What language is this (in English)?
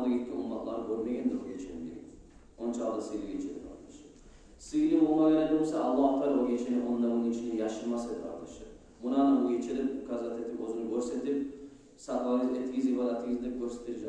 Kumyk